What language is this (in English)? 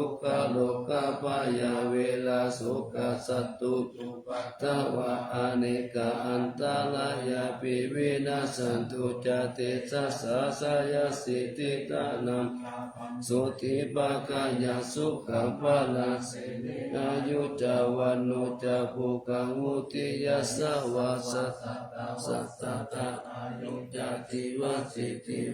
Pali